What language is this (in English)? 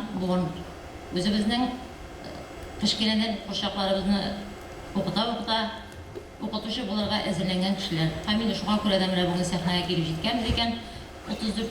Tatar